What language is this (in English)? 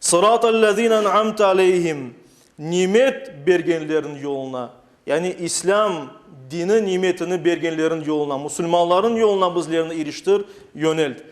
Crimean Tatar